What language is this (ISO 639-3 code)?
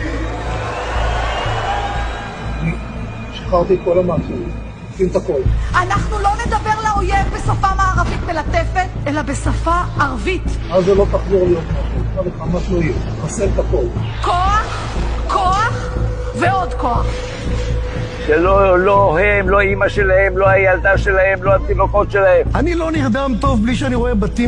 heb